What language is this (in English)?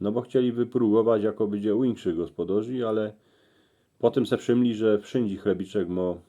Silesian